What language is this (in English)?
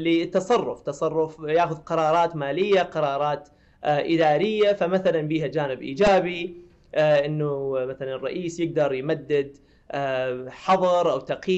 Mesopotamian Arabic